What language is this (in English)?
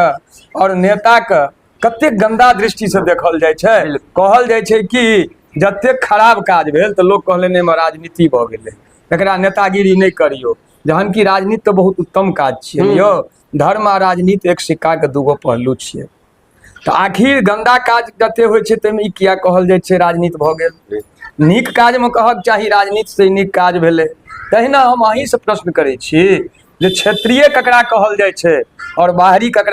Maithili